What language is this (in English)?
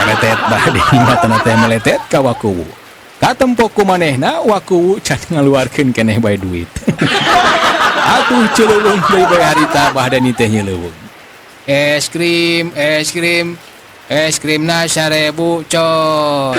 Sundanese